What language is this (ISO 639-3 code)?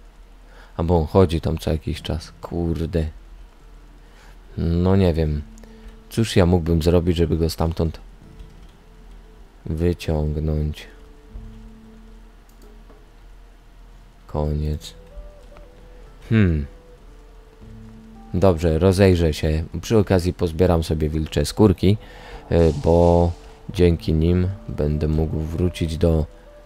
pol